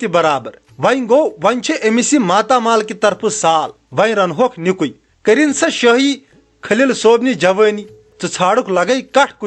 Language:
Kashmiri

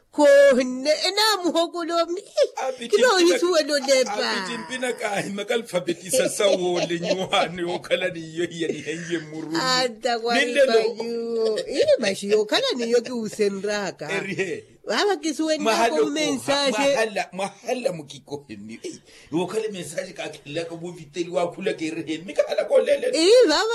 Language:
Makhuwa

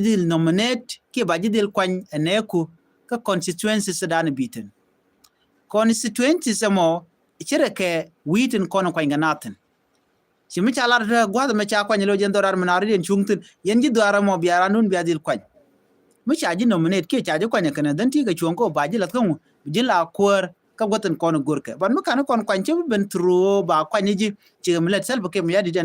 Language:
Nuer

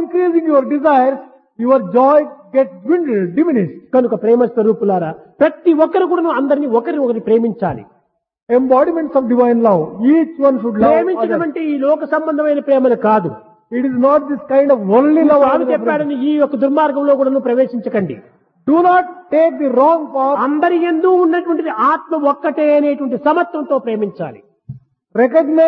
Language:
Telugu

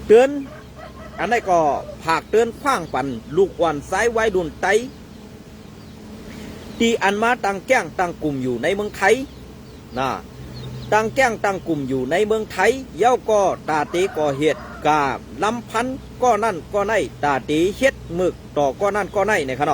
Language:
Shan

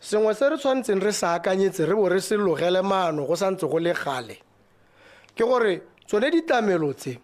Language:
Tswana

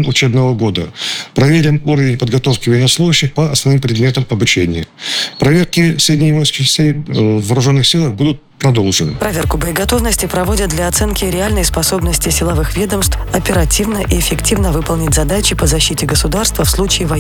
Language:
Russian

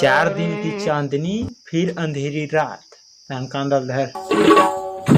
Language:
Chhattisgarhi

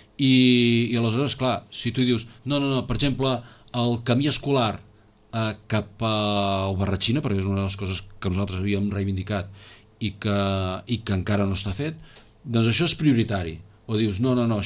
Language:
Catalan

